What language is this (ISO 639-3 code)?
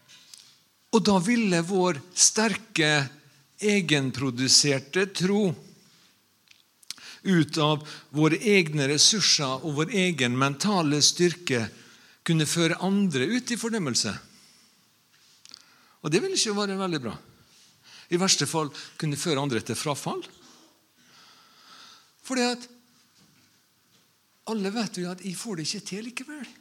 nor